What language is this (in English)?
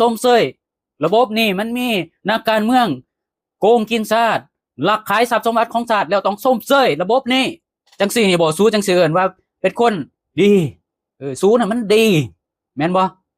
Lao